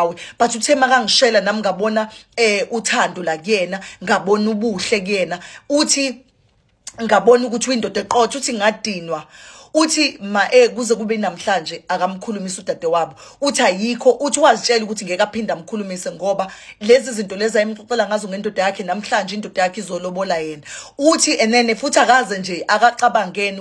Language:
Zulu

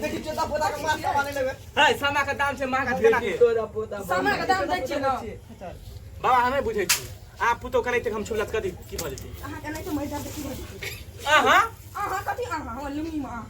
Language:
Maithili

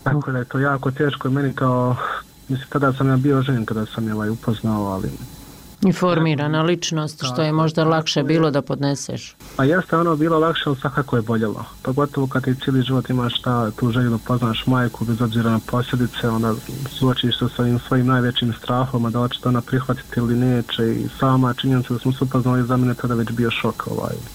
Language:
Serbian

